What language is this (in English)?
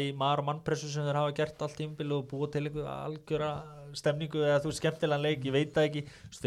Icelandic